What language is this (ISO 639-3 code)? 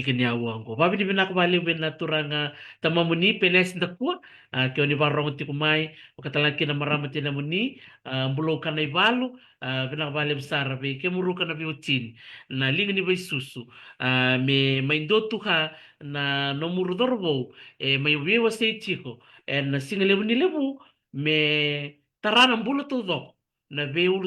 fij